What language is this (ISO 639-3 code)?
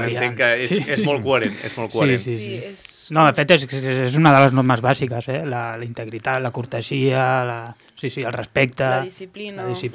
cat